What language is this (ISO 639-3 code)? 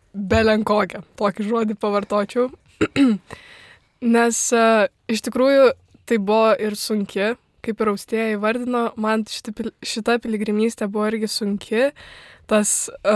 lit